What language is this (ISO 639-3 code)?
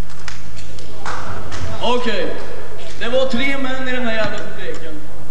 swe